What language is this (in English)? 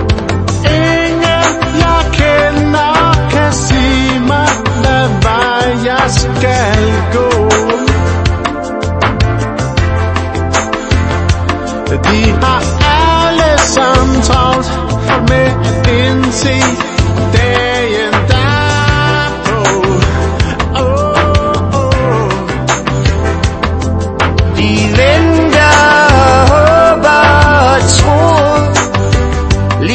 Danish